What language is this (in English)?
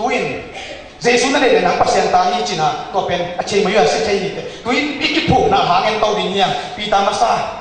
Tedim Chin